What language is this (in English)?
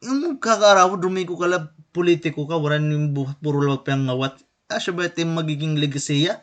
Waray